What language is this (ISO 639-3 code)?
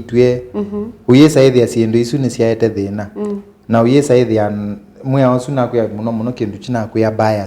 kam